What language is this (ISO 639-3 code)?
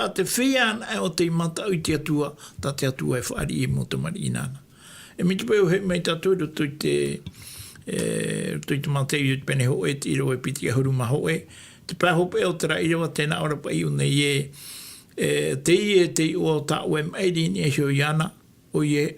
tah